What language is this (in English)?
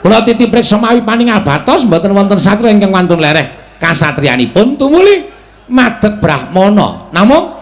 Javanese